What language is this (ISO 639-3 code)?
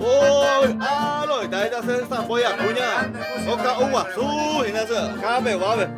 grn